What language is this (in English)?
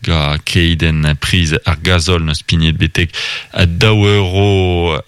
Breton